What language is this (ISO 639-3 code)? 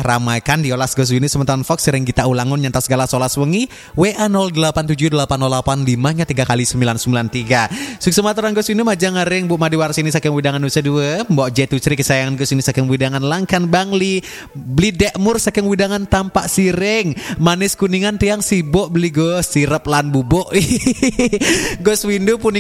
ban